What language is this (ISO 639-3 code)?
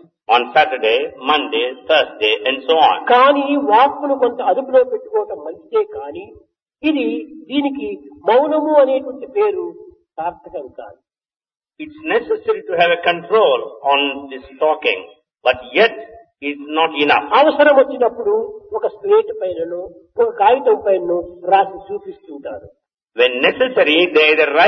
tel